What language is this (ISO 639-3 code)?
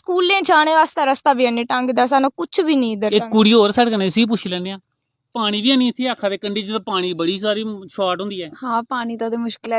doi